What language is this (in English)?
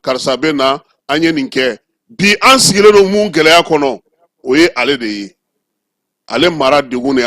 Bambara